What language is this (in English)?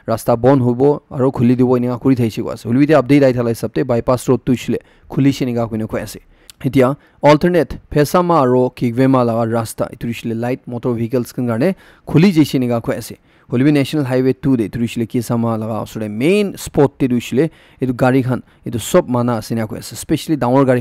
Naga Pidgin